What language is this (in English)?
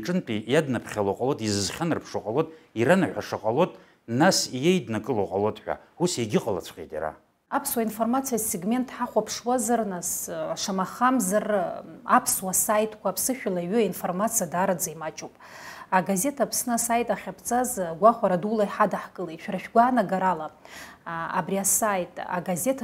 Abkhazian